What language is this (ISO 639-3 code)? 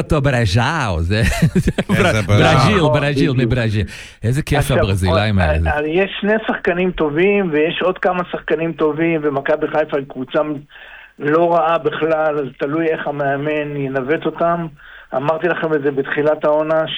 heb